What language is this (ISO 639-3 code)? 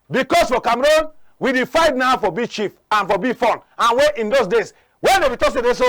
wes